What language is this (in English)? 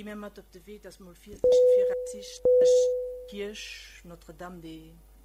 Luxembourgish